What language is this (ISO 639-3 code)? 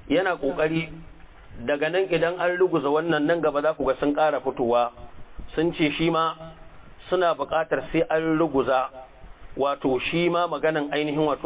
hau